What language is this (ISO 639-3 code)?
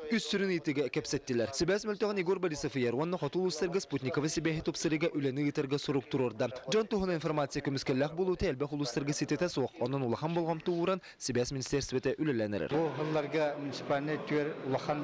sah